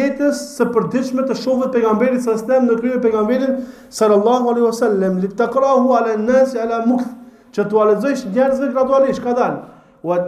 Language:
Albanian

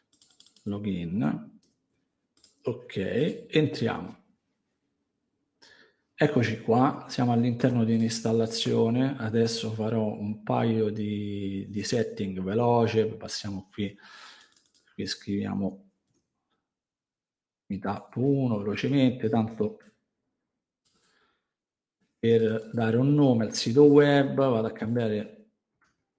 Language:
Italian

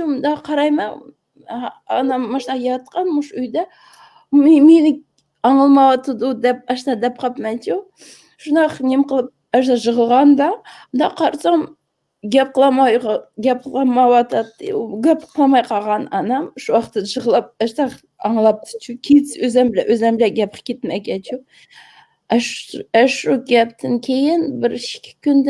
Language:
Uyghur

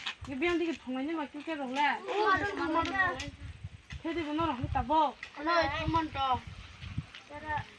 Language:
Kok Borok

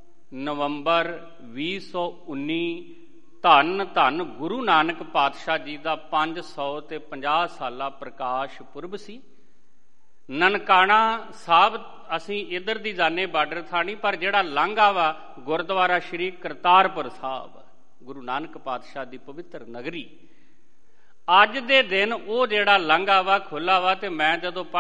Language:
Punjabi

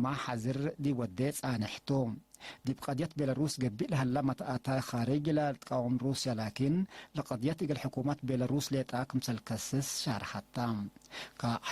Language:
Tigre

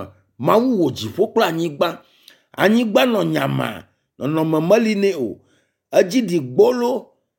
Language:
Ewe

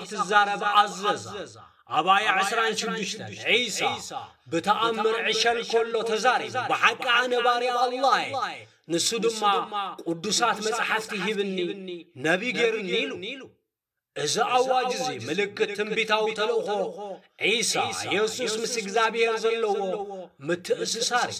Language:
Tigrinya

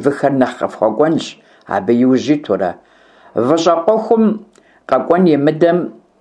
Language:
Kabardian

